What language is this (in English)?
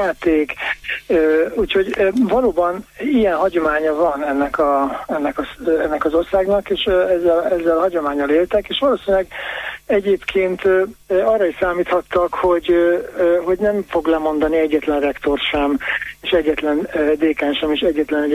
Hungarian